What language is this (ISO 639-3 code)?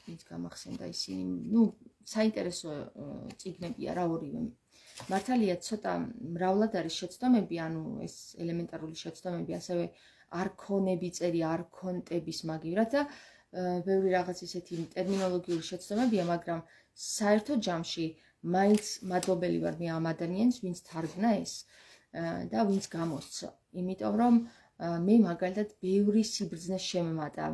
kat